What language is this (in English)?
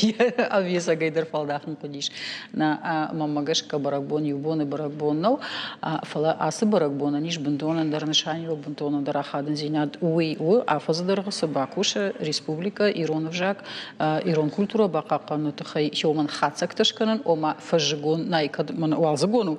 Ossetic